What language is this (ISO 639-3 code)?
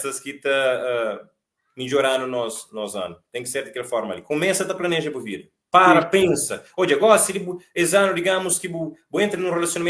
kea